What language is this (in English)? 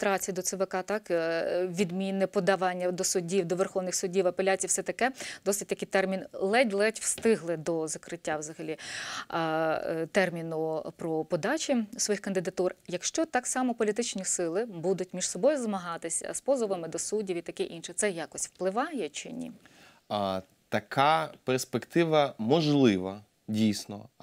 Ukrainian